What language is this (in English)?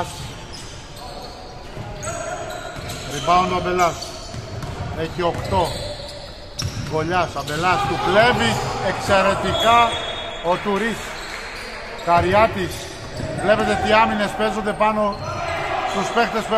Greek